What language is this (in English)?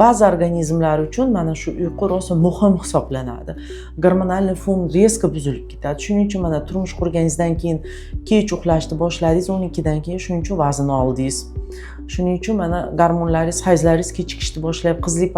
Uzbek